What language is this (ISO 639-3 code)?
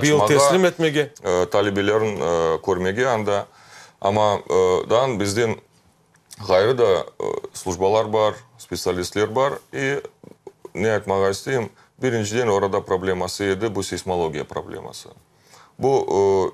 crh